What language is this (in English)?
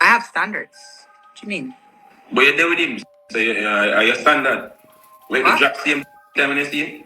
Jamaican Creole English